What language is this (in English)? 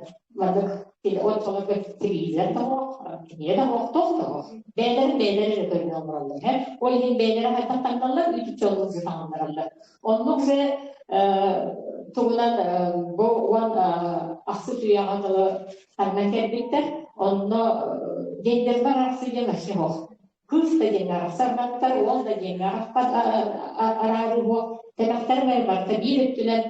Yakut